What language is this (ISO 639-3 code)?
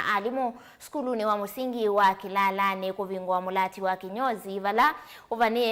kam